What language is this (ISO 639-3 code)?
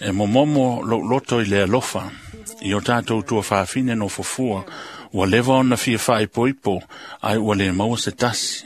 smo